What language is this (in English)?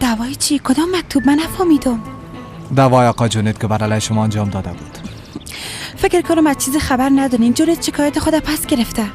Persian